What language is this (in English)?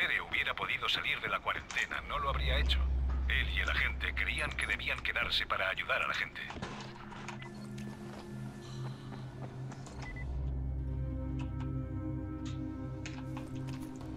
Spanish